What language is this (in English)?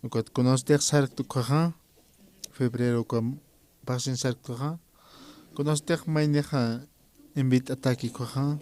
Aymara